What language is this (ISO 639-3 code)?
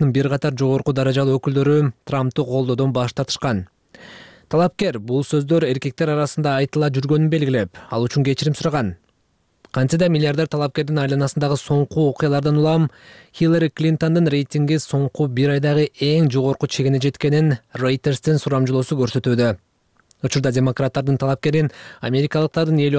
kir